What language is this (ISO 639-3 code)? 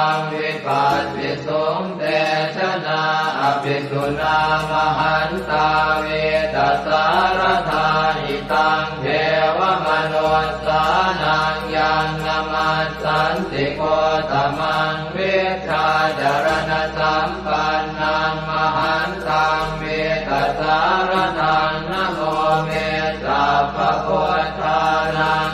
pli